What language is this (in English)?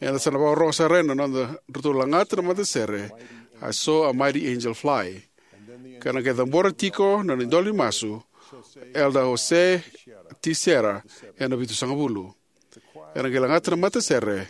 Fijian